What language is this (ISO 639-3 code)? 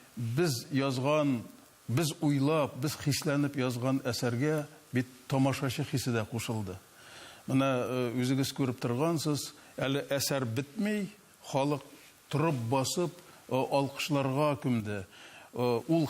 tat